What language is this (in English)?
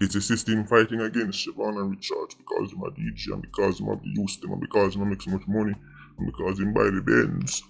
Jamaican Creole English